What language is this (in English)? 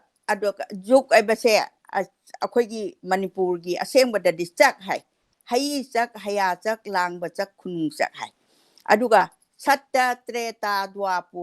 Manipuri